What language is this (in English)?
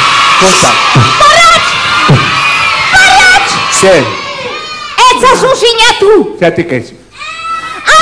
Basque